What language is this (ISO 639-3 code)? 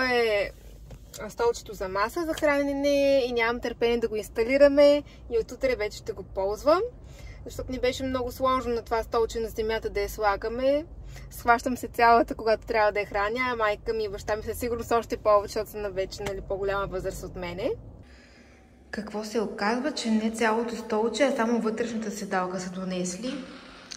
bul